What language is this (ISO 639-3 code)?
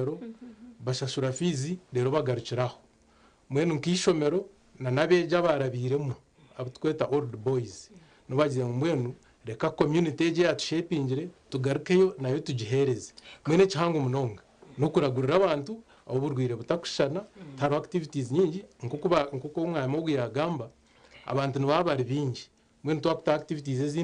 nyn